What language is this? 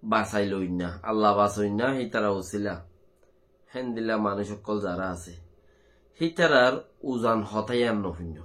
Rohingya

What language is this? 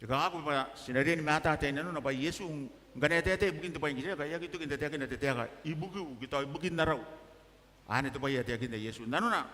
Gilbertese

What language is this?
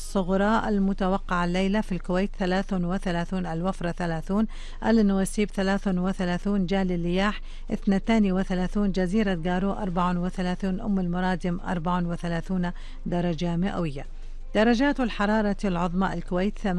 Arabic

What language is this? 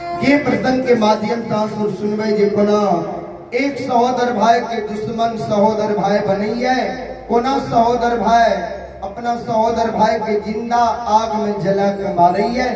Maithili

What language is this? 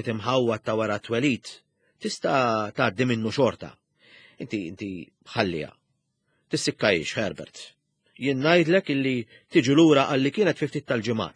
Maltese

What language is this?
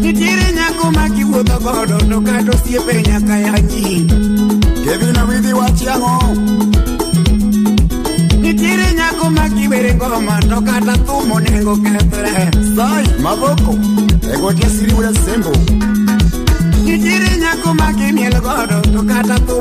Luo (Kenya and Tanzania)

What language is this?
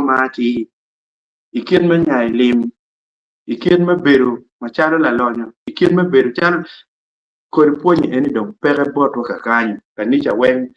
Acoli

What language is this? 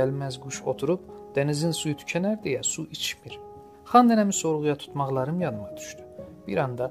South Azerbaijani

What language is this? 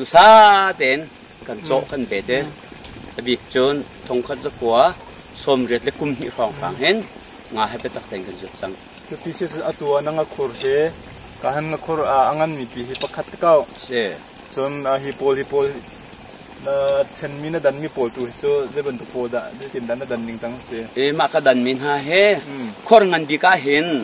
Hakha Chin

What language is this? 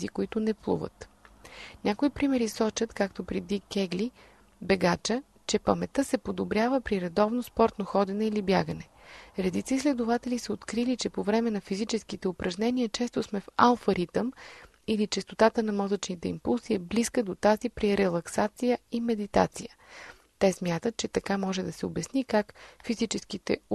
Bulgarian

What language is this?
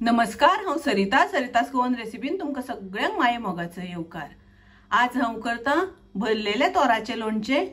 Konkani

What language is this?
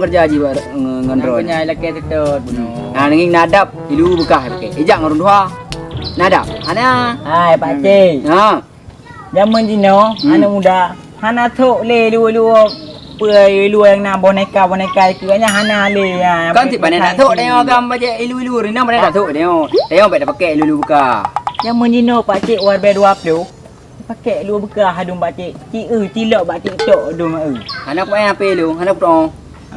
Achinese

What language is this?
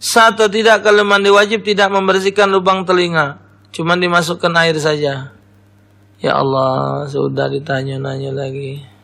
Musi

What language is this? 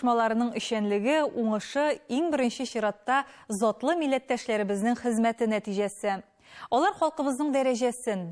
Tatar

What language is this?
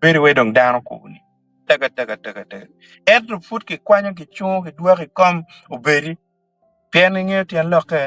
Acoli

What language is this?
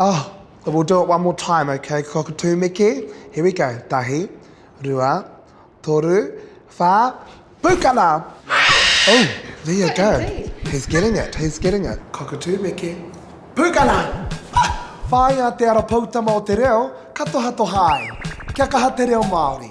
Māori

